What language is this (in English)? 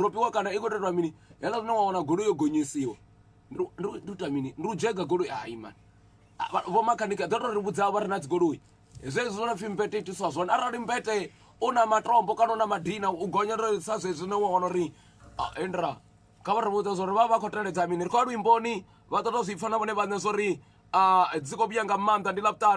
Venda